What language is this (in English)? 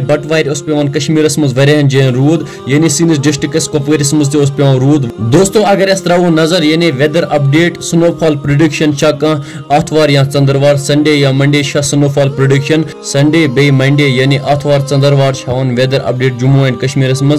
Kashmiri